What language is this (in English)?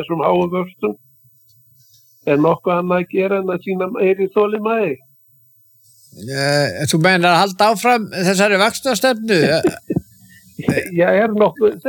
Icelandic